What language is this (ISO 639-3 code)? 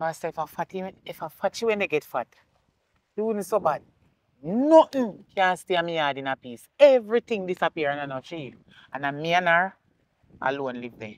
jam